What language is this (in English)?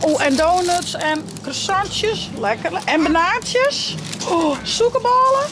Western Frisian